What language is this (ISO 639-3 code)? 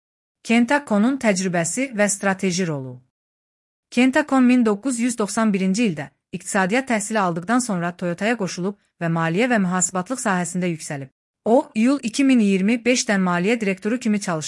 aze